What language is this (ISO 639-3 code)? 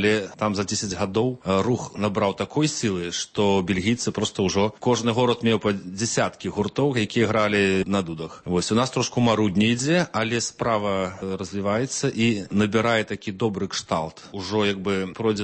bel